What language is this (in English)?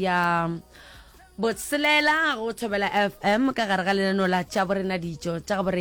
Northern Sotho